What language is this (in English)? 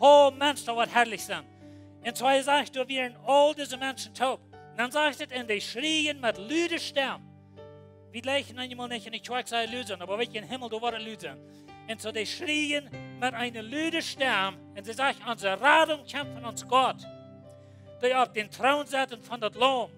Plautdietsch